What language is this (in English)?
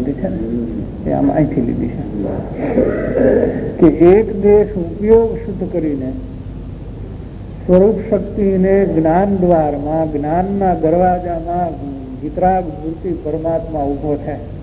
Gujarati